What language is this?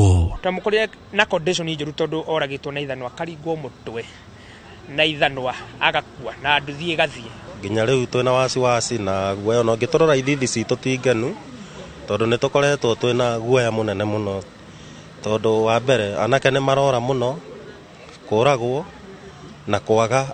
Kikuyu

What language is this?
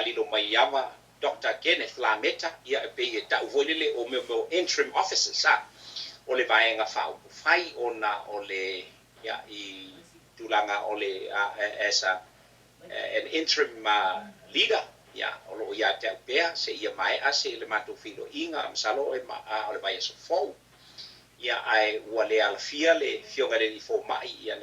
Samoan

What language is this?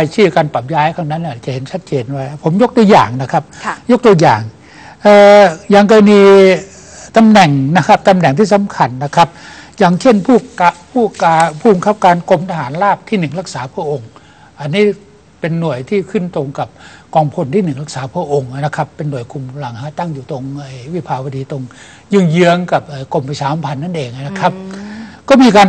Thai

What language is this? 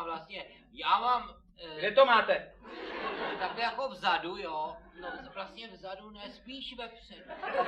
Czech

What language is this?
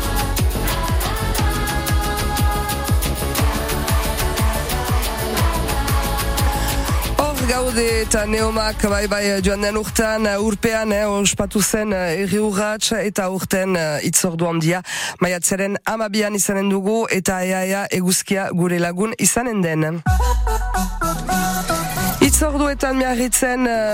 Basque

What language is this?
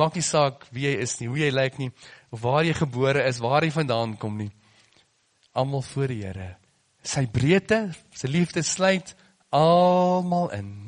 Afrikaans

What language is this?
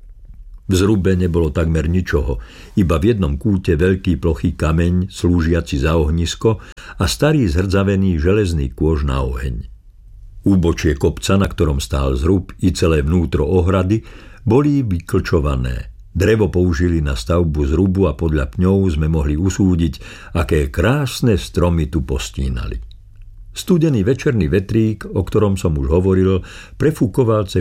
Slovak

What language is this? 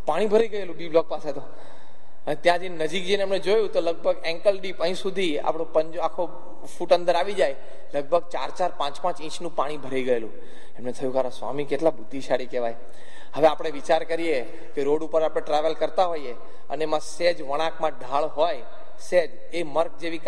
Gujarati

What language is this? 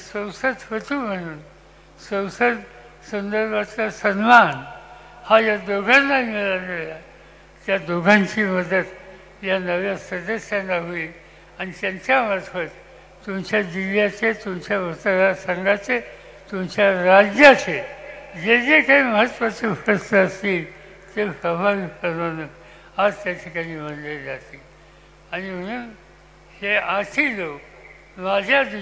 Marathi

